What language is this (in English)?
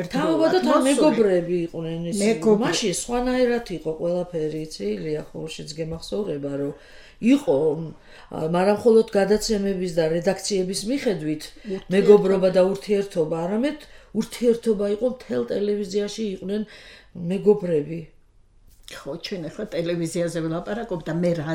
Georgian